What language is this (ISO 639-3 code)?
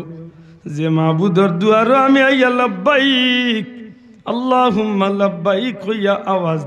syl